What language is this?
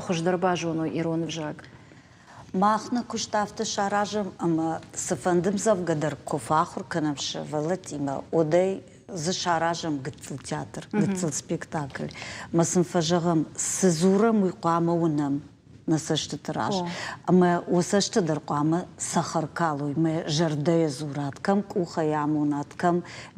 Ossetic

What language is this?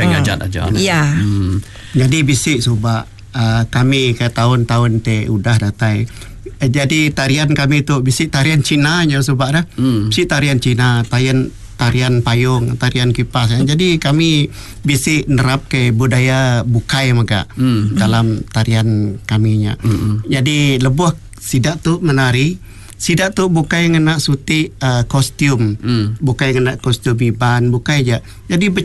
Iban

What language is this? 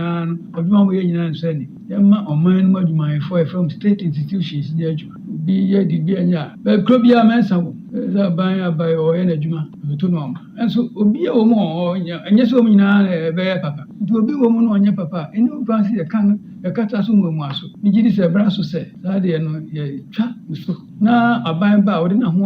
Akan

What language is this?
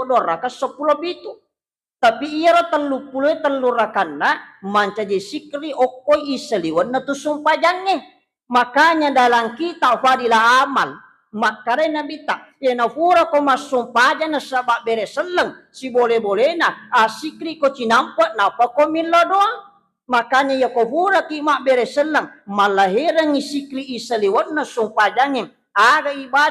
Buginese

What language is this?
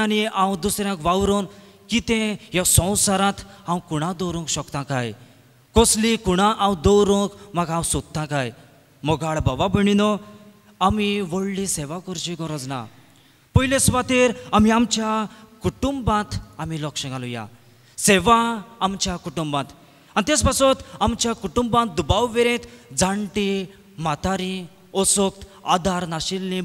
Konkani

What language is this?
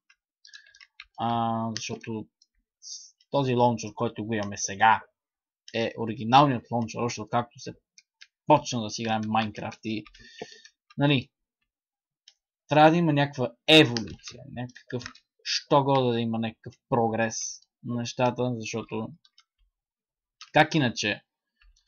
Bulgarian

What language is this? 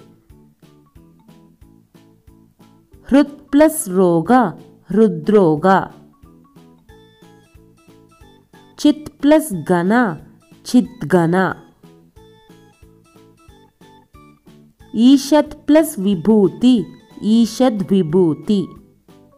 Kannada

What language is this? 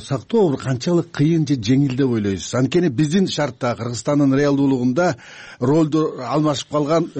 Kyrgyz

